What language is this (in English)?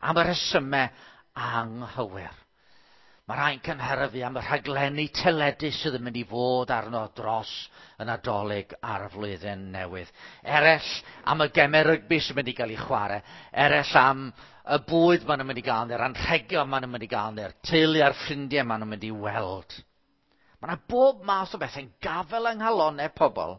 Welsh